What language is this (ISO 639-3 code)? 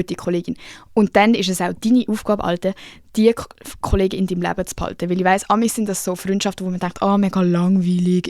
gsw